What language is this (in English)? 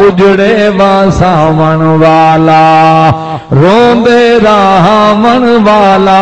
Saraiki